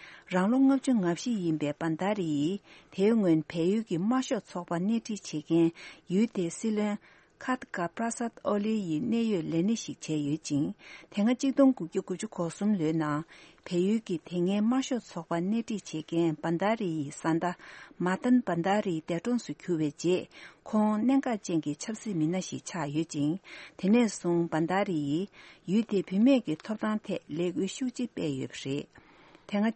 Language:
Tibetan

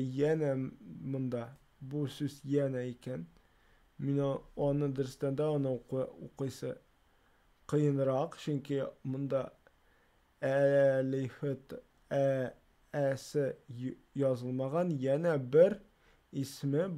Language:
Tatar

